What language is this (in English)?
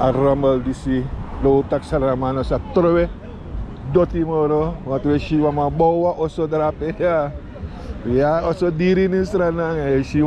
Sranan Tongo